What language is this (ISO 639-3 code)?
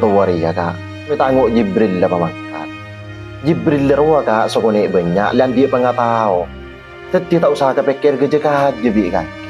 mad